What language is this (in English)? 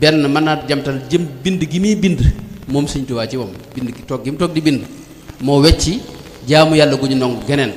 Wolof